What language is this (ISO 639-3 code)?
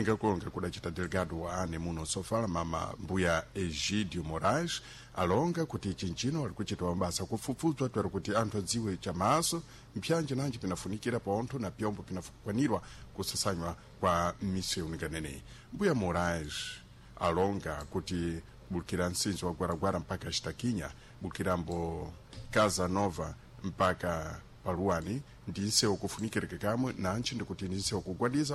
seh